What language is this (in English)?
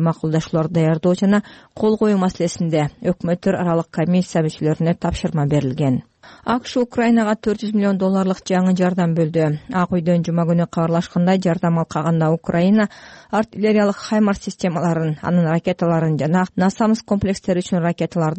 Kyrgyz